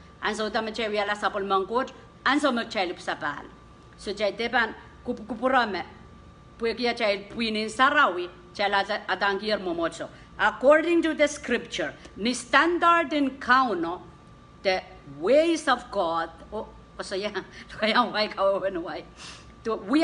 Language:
Pohnpeian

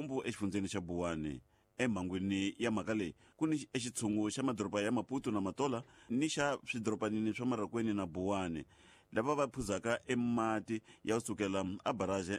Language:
Tsonga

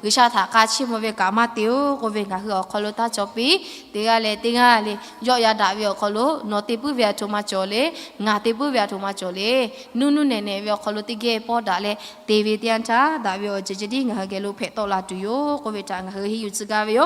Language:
Lahu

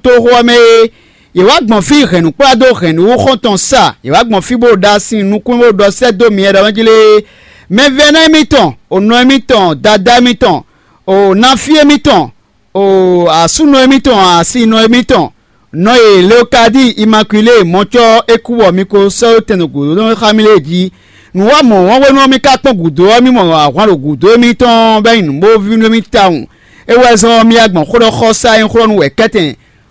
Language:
Fon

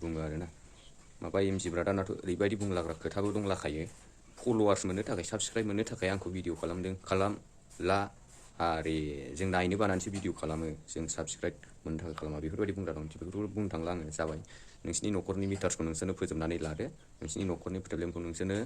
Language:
Bodo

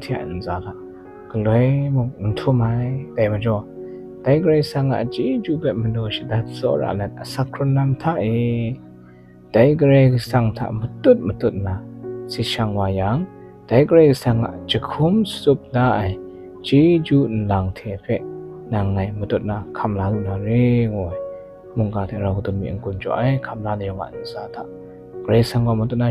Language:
Kachin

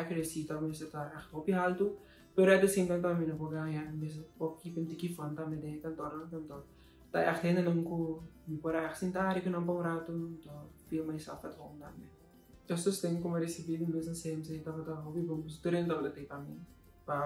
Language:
Papiamento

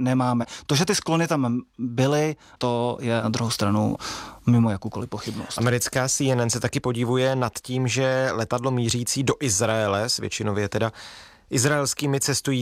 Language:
Czech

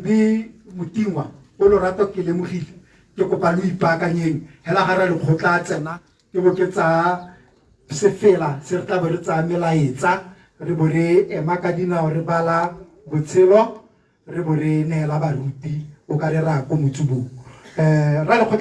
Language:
Tswana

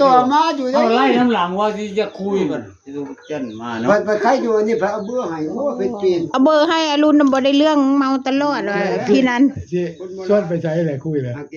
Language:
Northeastern Thai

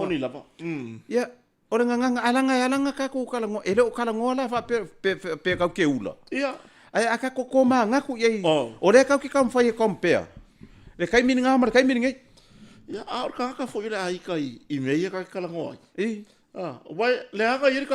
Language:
Samoan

